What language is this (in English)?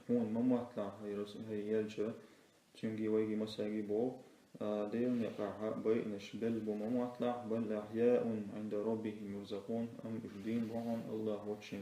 Chechen